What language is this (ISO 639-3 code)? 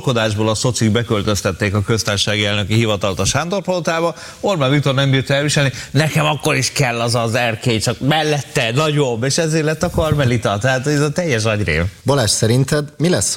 hun